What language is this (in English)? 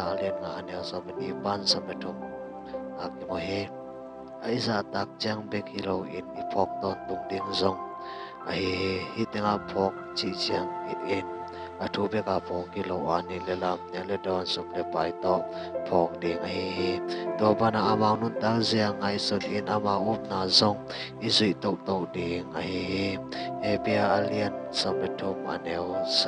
Tedim Chin